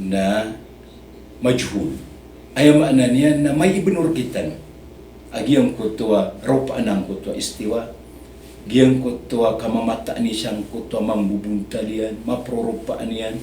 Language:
Maranao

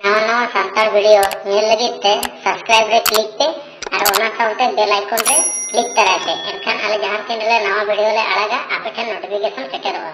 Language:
Santali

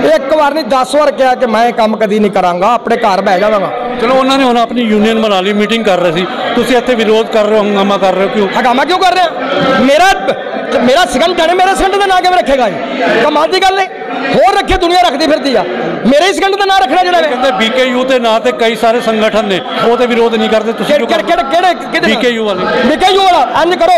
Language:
Punjabi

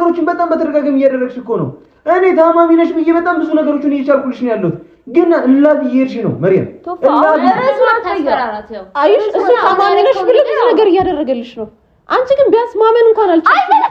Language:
Amharic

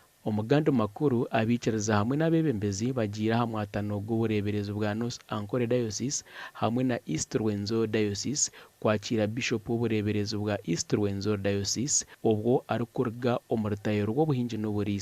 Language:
Nyankole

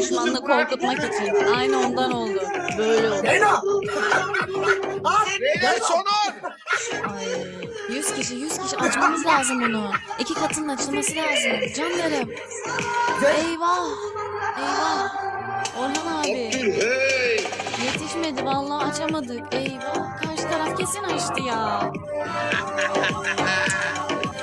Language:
Turkish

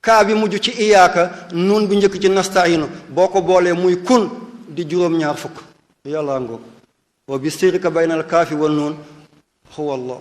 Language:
Wolof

